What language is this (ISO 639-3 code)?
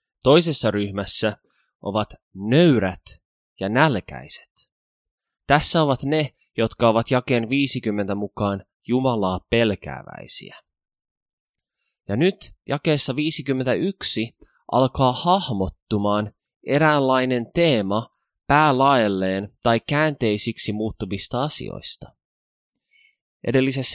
fin